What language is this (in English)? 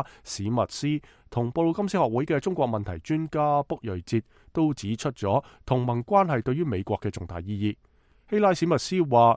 Cantonese